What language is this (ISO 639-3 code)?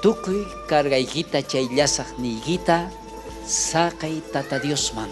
quh